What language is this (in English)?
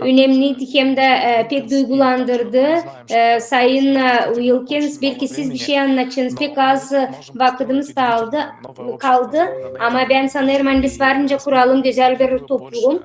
Gagauz